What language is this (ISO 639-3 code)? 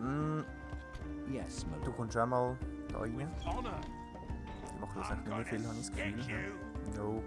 gsw